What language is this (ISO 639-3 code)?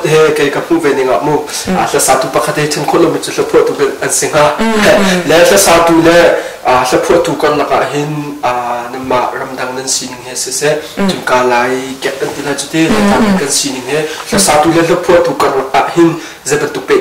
cnh